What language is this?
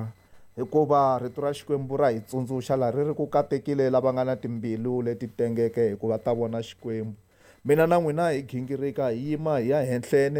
Tsonga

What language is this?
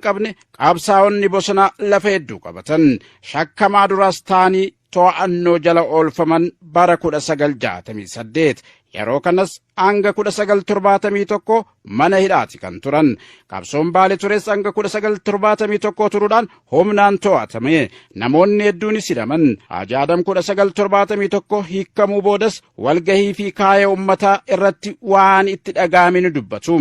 Oromo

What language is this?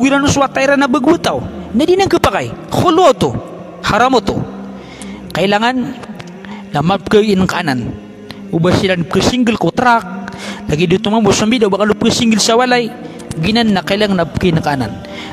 Maranao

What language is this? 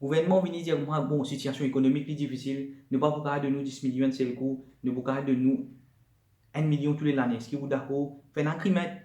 Morisyen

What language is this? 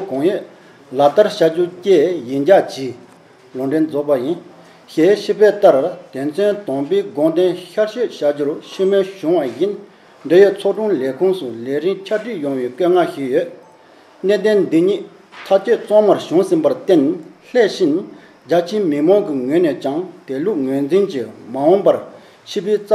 Tibetan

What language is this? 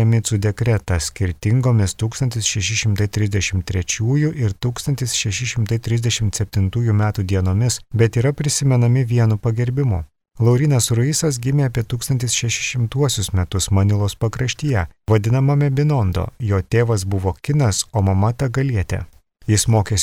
Lithuanian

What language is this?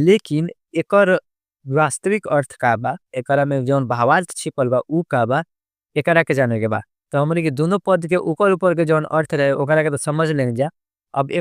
Bhojpuri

